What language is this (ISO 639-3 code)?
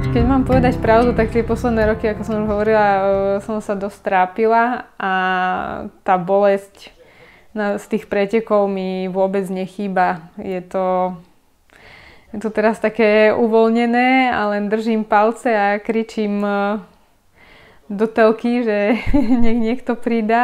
slk